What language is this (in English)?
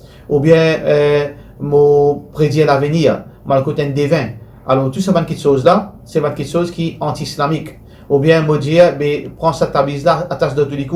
Morisyen